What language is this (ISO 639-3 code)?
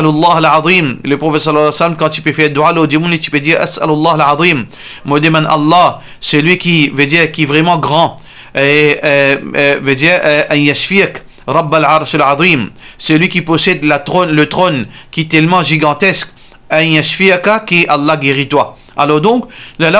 mfe